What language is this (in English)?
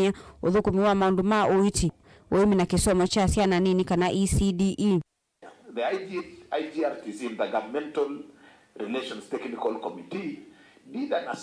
Kamba